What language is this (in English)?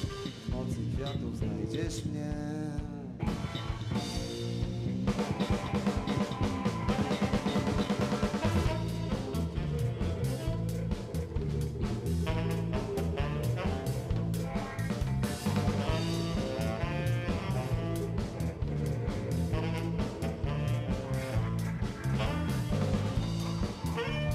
Polish